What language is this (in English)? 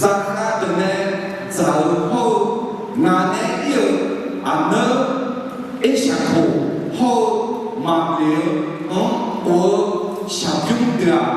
Akha